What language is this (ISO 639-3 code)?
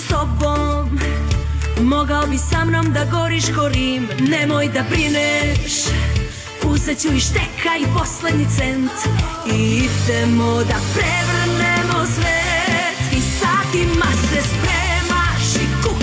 srp